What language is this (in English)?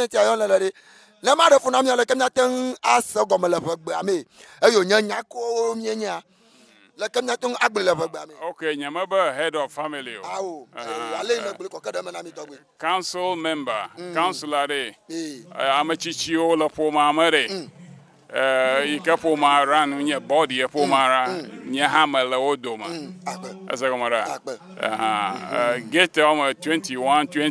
Ewe